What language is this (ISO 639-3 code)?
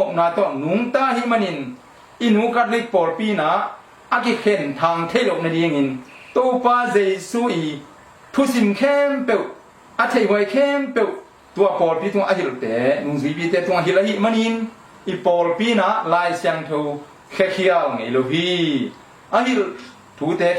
ctd